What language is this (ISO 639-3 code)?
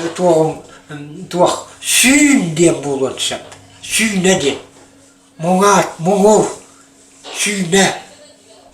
sah